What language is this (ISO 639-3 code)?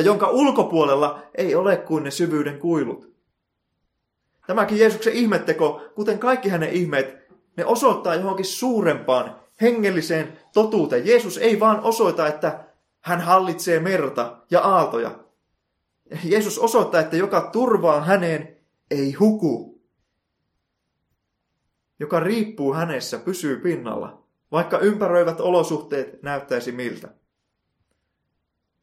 fin